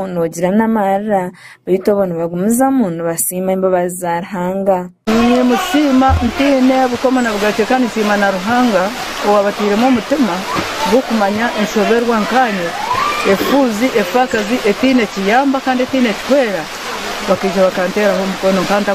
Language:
Nyankole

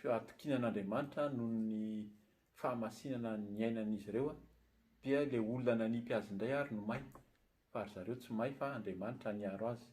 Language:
Malagasy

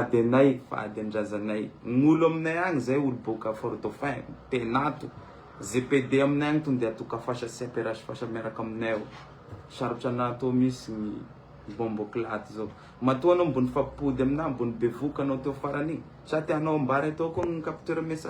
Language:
Malagasy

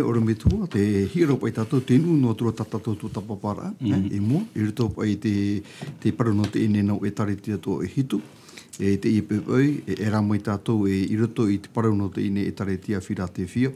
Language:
Tahitian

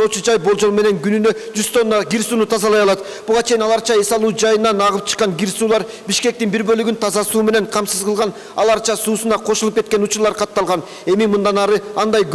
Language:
Kyrgyz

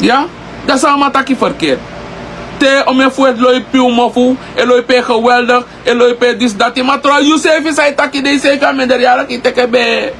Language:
Sranan Tongo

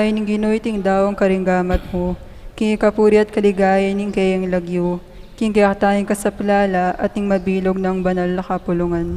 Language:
Pampanga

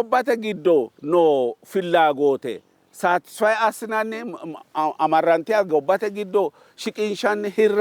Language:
Sidamo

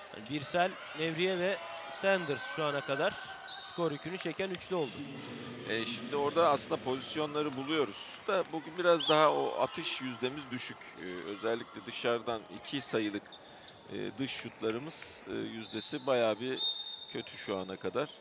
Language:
Turkish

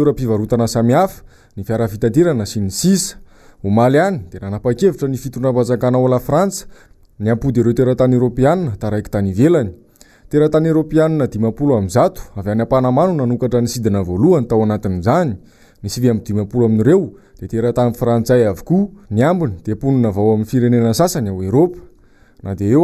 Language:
Malagasy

